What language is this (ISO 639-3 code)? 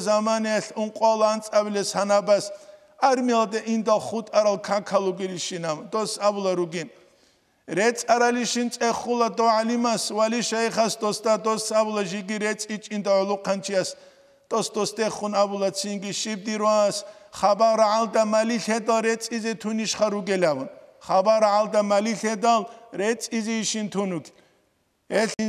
ava